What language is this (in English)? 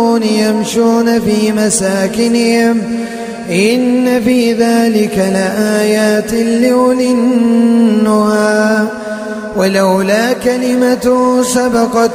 Arabic